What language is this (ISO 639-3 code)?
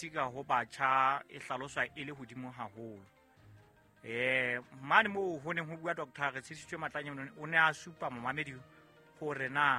sot